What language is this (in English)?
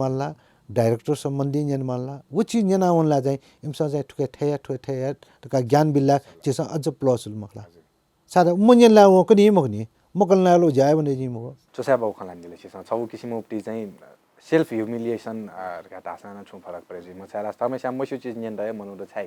Newari